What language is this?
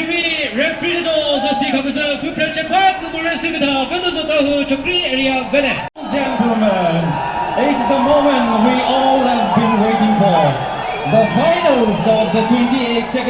Chokri Naga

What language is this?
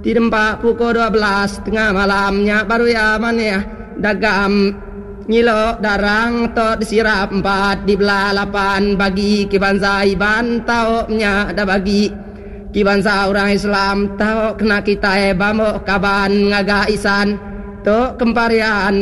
Iban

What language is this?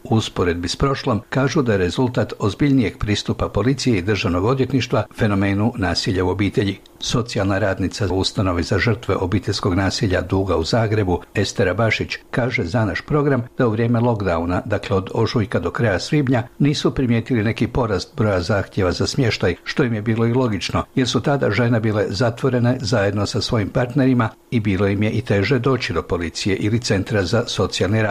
Croatian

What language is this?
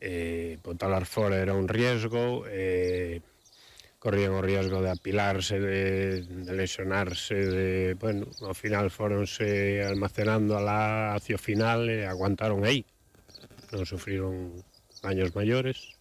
Galician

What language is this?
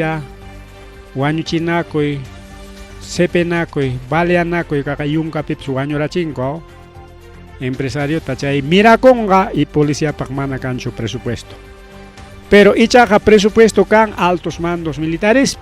Ayacucho Quechua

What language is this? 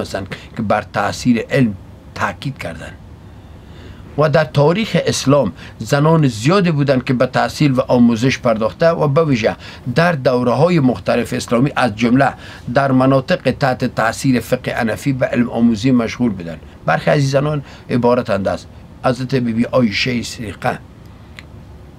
Persian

